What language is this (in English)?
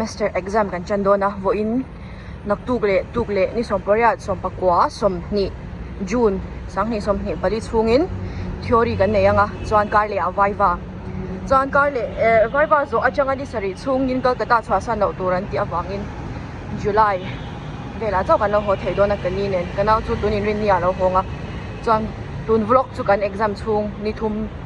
Mizo